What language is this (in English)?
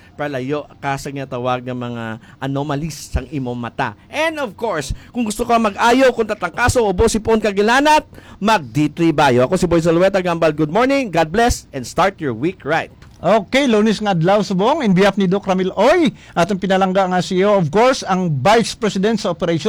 Hiligaynon